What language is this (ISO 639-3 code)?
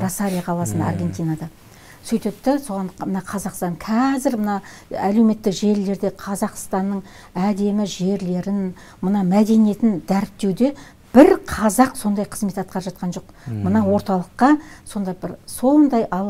kaz